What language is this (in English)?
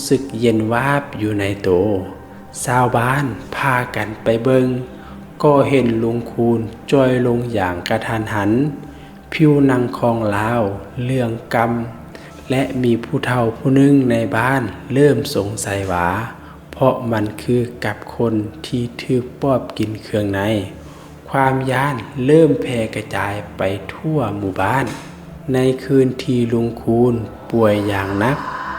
Lao